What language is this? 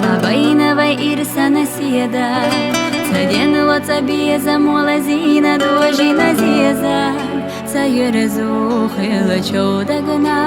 Chechen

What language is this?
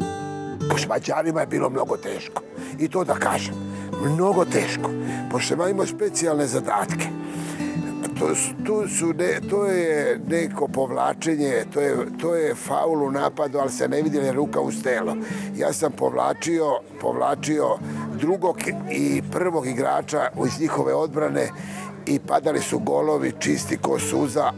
Serbian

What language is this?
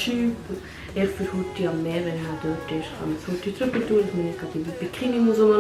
Swiss German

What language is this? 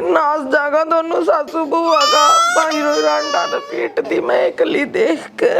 Haryanvi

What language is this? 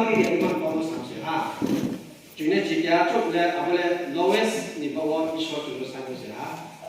Riang (India)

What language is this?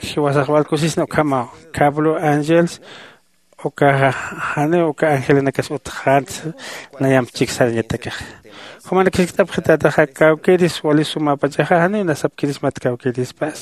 Aymara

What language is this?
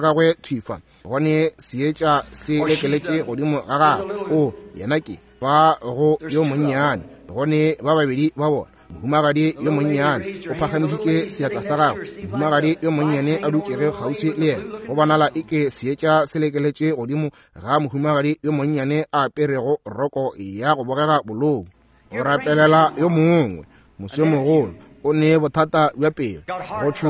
Northern Sotho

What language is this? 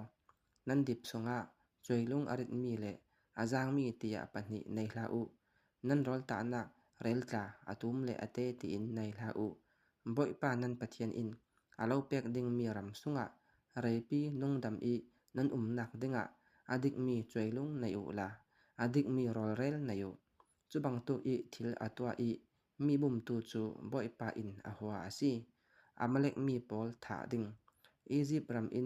Falam Chin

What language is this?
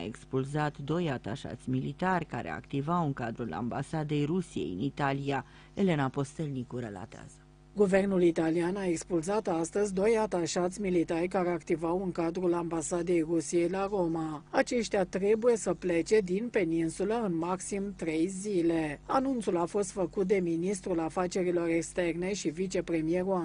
Romanian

